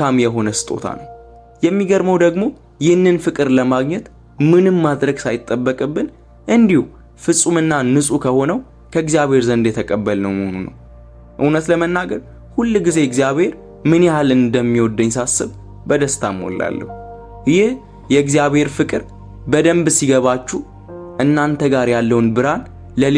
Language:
Amharic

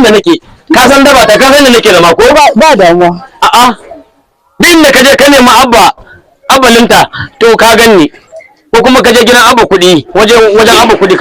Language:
Hausa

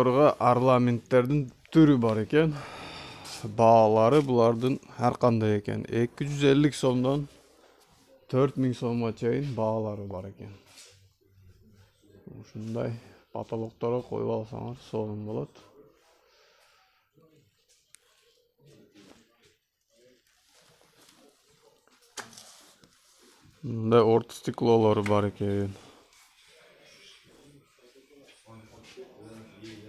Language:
Kyrgyz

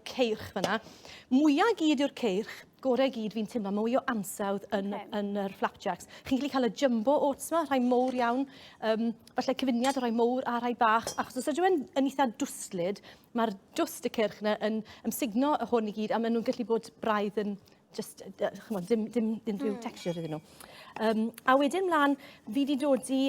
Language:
Welsh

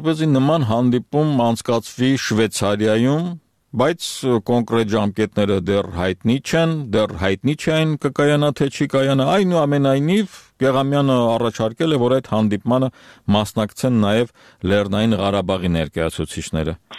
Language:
Armenian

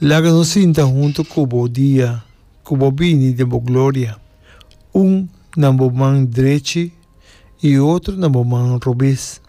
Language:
Papiamento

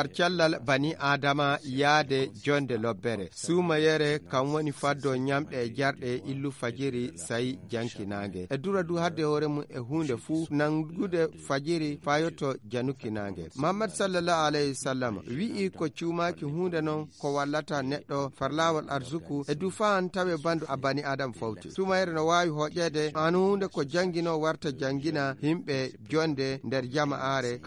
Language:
Fula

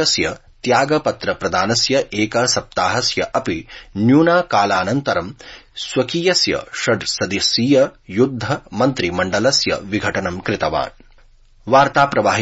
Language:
Sanskrit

